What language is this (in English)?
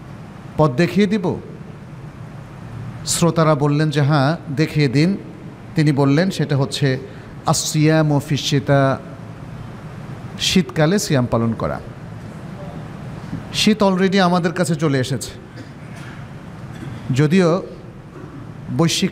Bangla